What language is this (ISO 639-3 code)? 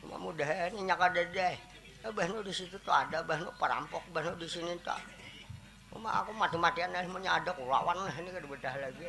bjn